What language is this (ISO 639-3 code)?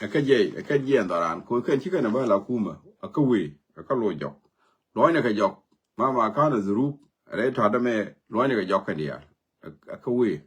nus